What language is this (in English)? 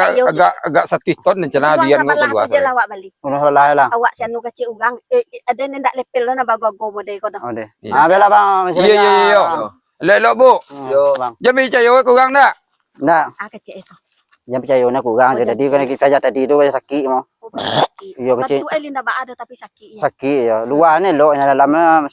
Minangkabau